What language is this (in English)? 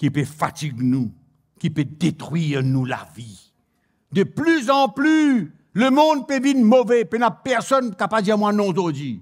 Morisyen